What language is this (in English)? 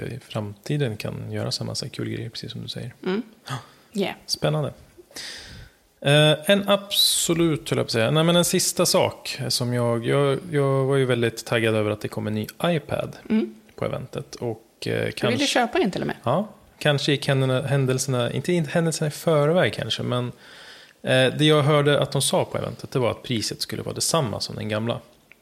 Swedish